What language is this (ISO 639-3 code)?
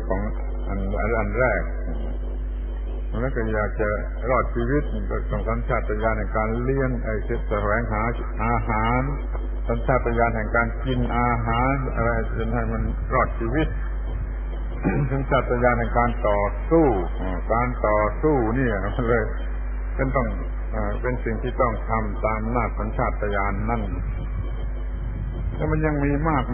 tha